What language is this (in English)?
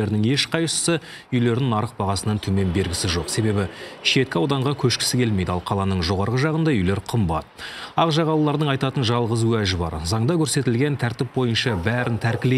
Kazakh